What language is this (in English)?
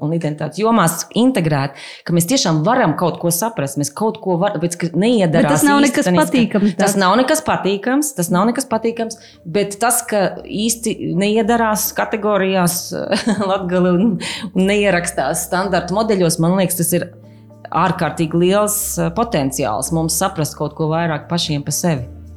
Latvian